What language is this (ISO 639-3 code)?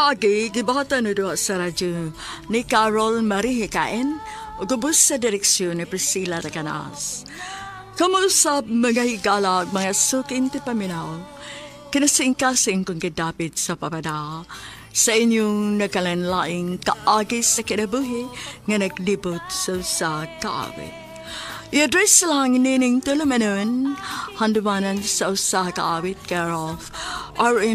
ceb